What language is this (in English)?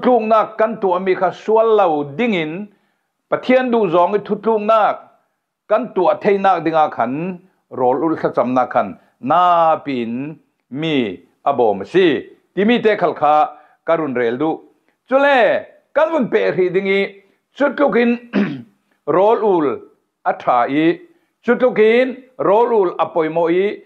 Falam Chin